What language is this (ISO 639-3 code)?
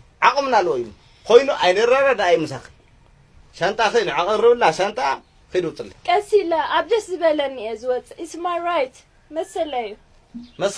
tir